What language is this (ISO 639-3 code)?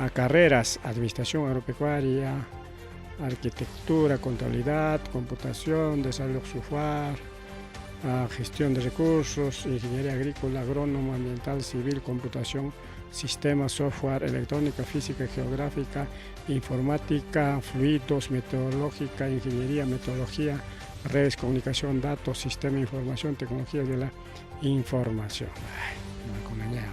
quy